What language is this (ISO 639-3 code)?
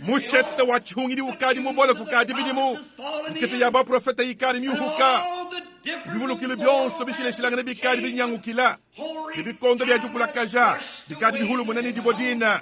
lua